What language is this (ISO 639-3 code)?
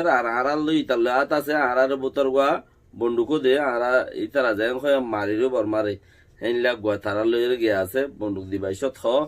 rhg